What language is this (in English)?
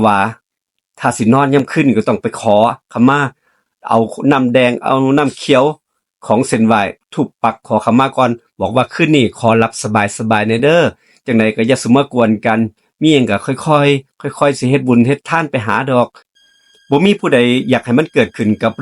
Northeastern Thai